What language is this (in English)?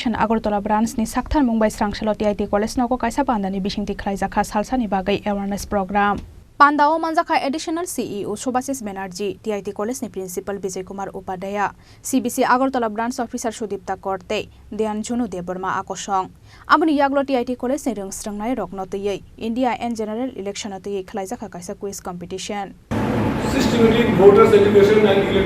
Kok Borok